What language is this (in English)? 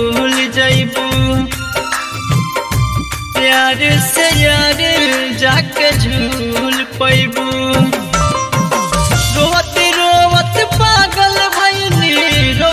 Bhojpuri